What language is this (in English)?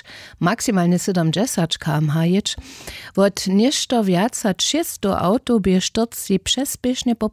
Upper Sorbian